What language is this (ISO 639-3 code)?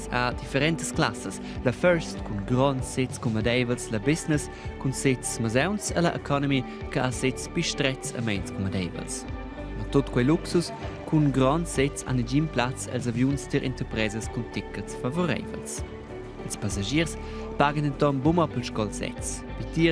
roh